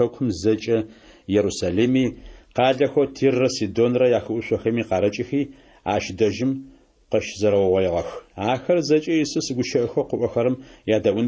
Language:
Adyghe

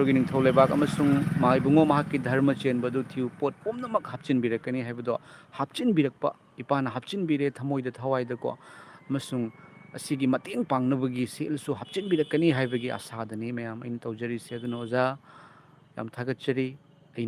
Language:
Manipuri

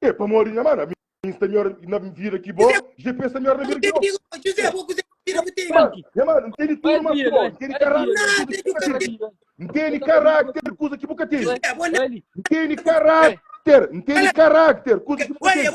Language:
Kabuverdianu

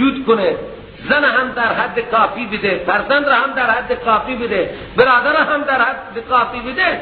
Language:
Persian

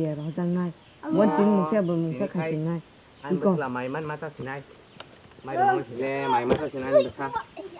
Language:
Kok Borok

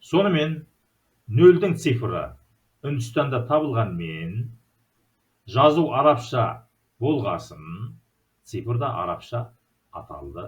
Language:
Kazakh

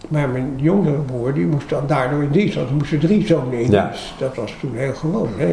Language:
Dutch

